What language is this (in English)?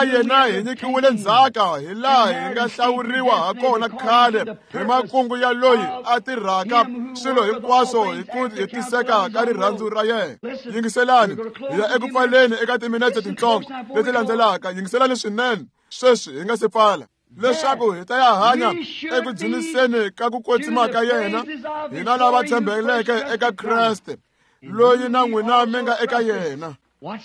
Tsonga